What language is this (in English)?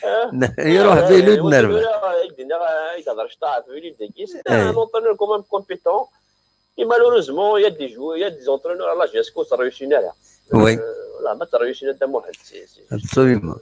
Kabyle